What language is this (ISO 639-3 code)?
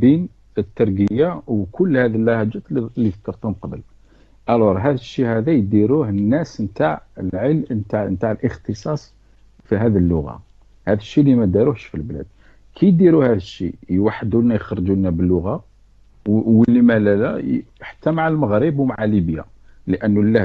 arq